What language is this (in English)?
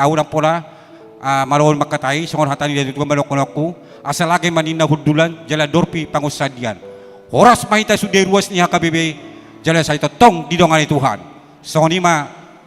Batak Toba